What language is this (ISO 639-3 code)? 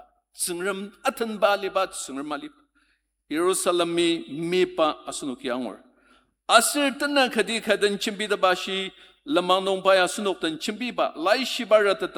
njo